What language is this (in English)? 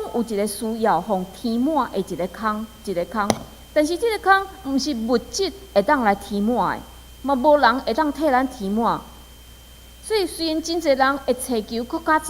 Min Nan Chinese